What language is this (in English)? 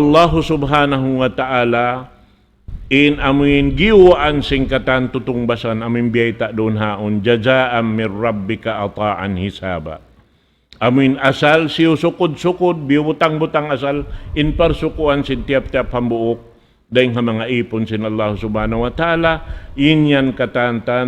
Tausug